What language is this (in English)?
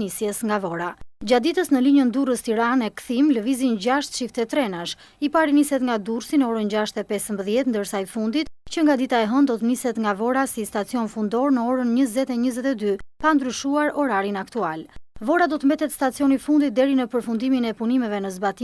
Albanian